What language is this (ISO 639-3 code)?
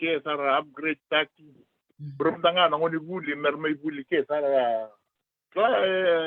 fij